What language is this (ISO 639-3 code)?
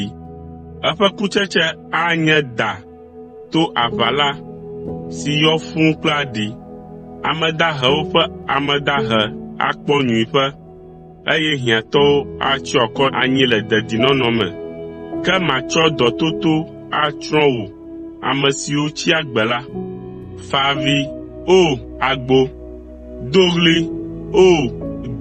ewe